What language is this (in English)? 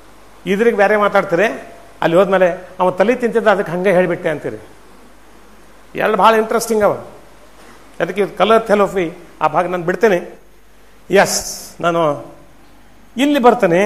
Kannada